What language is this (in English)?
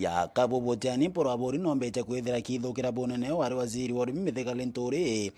Meru